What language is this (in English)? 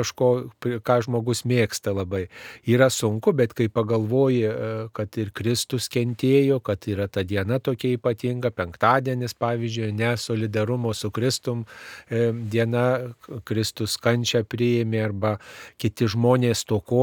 Lithuanian